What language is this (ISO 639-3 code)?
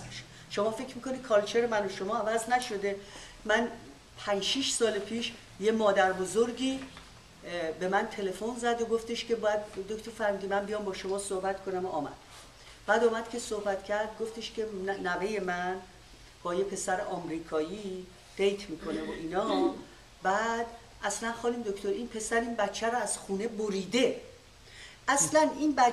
fas